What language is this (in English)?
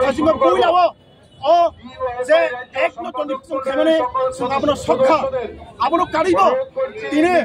Kok Borok